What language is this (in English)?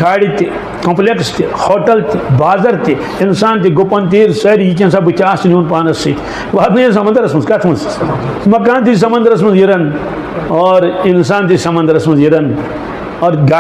Kashmiri